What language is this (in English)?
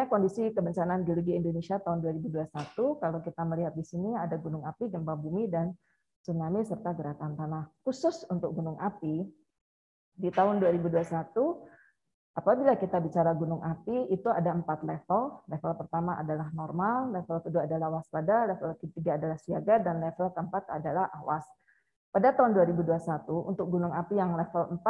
Indonesian